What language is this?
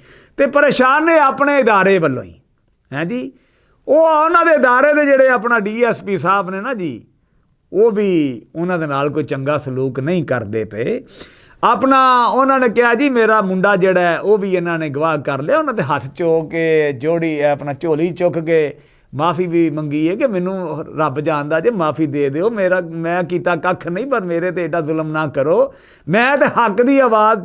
Western Panjabi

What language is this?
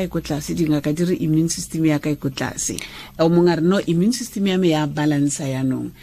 Tswana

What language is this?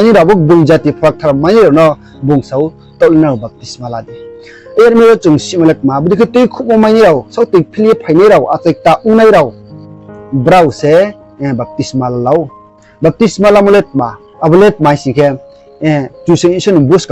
Riang (India)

